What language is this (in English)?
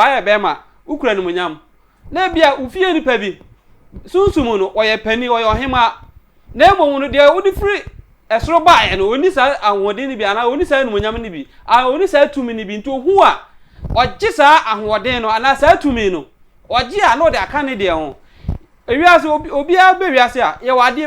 Akan